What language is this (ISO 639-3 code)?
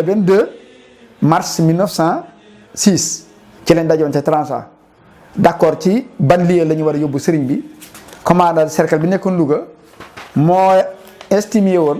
wol